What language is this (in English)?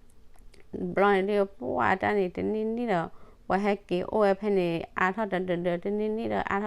S'gaw Karen